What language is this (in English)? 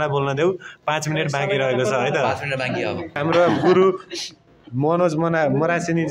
Nepali